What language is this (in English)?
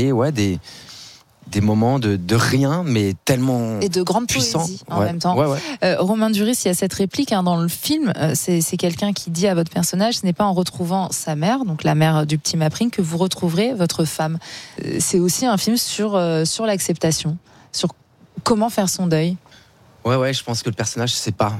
French